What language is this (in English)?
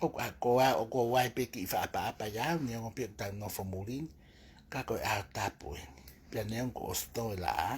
Tongan